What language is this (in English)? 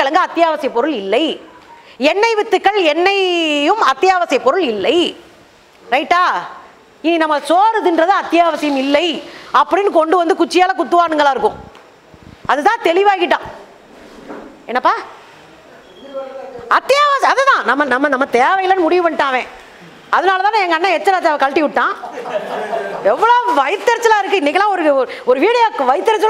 Tamil